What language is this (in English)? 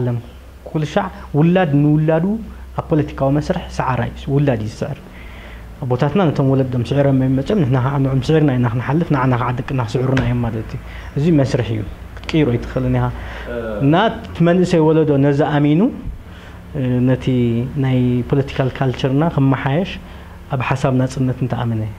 Tigrinya